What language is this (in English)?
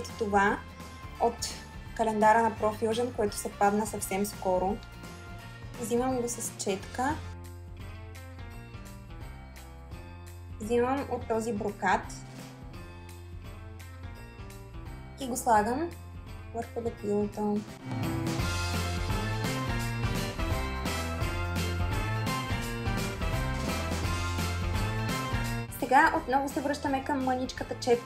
Bulgarian